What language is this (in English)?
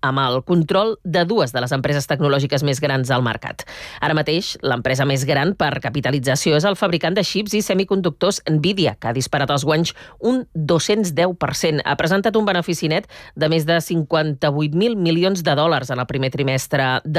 Catalan